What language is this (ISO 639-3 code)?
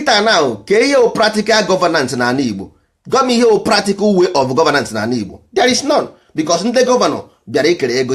ibo